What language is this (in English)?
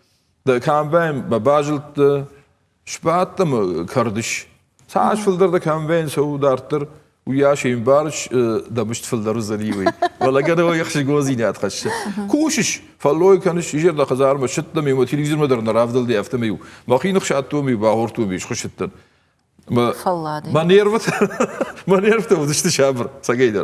Ossetic